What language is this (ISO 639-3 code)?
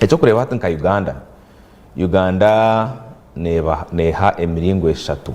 nyn